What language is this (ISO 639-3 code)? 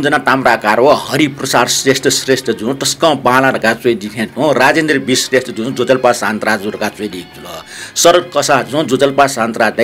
new